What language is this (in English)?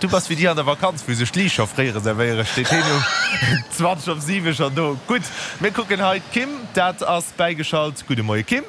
Luxembourgish